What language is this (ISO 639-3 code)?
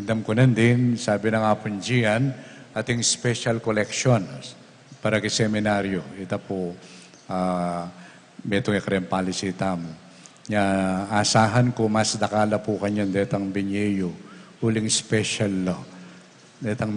pam